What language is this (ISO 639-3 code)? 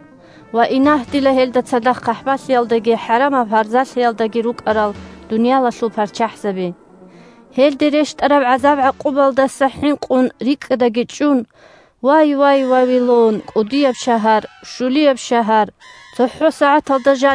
ava